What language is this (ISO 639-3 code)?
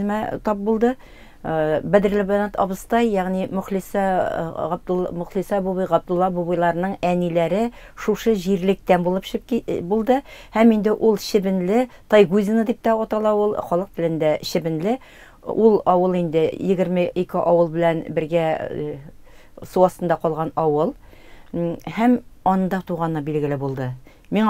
tat